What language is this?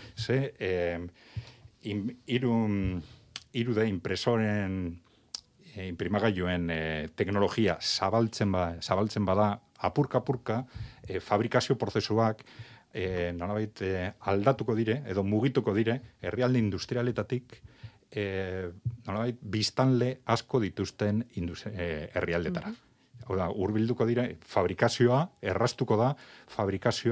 Basque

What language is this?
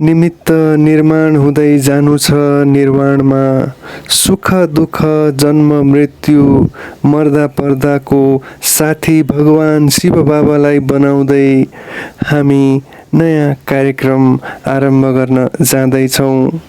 Nepali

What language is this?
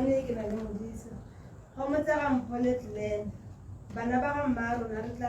Tswana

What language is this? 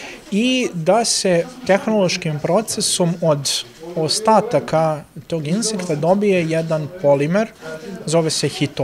Serbian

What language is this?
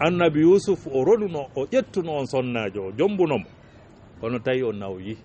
Fula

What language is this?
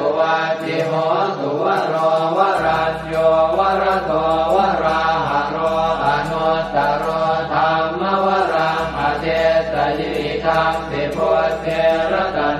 Pali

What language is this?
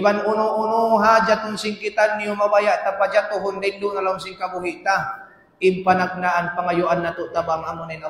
Tausug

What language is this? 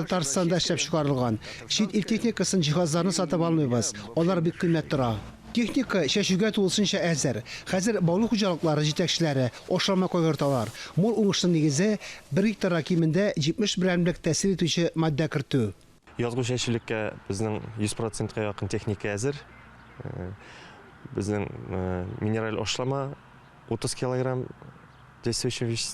Tatar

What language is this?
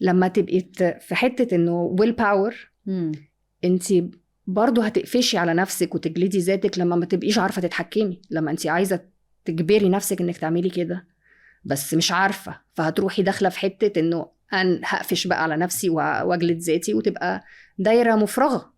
Egyptian Arabic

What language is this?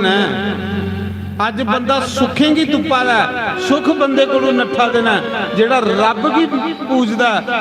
Dogri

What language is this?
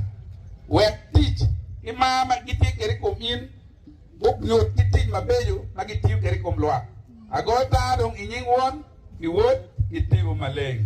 Acoli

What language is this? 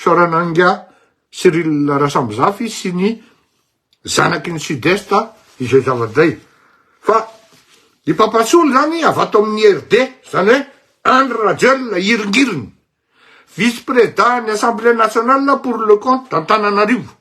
Malagasy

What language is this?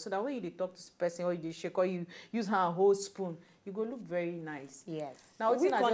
Nigerian Pidgin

